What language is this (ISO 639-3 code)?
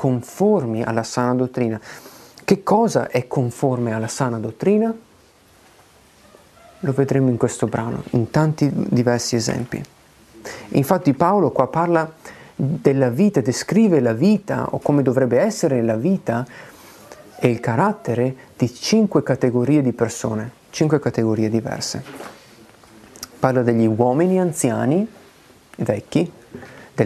ita